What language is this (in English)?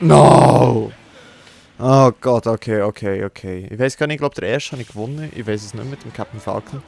Swiss German